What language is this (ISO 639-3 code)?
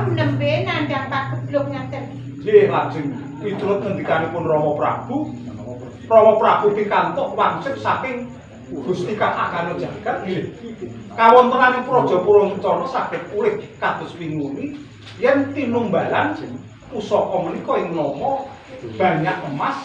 jav